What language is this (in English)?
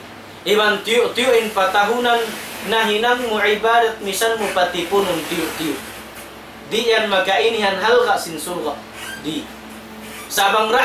Tausug